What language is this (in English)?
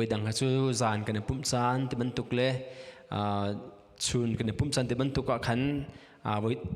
Hakha Chin